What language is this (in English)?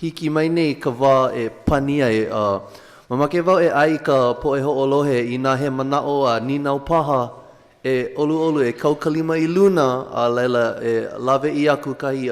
Hawaiian